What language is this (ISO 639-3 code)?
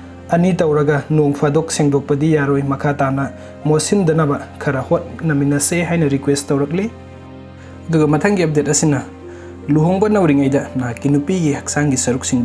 mni